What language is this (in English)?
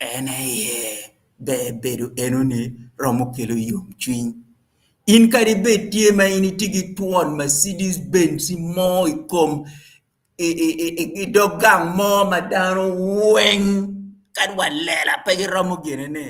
Acoli